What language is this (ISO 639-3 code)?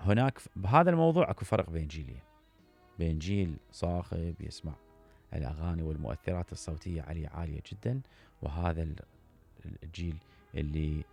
acm